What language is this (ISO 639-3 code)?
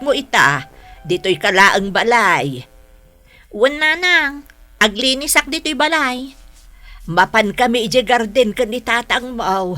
ilo